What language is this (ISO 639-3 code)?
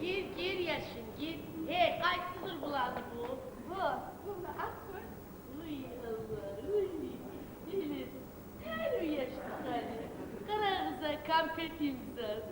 kum